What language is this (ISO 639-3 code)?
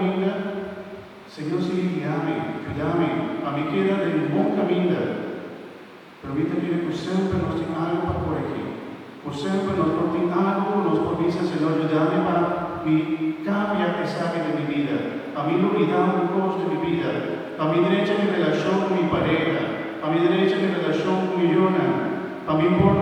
pap